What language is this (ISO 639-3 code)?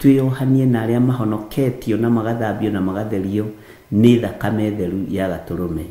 kik